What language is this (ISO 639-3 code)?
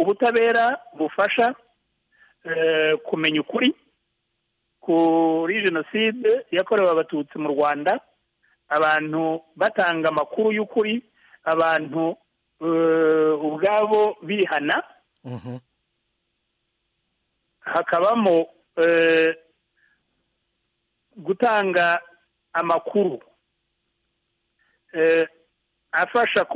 kin